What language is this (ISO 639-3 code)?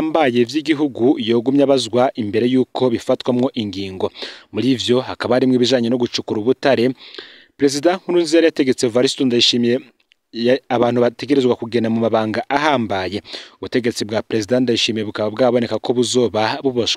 run